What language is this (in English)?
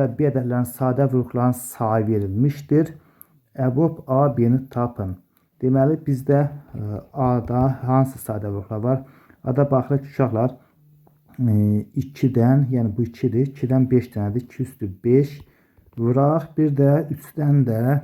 Azerbaijani